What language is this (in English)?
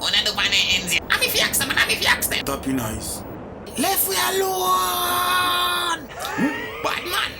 Jamaican Creole English